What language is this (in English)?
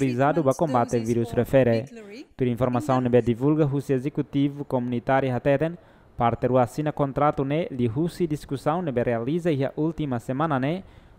Tetum